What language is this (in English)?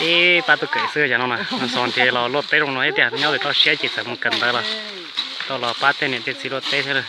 Hmong